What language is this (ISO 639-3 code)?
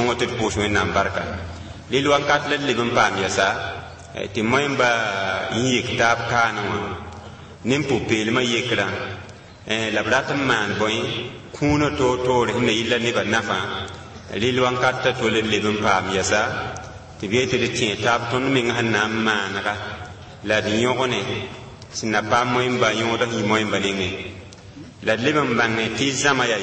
mos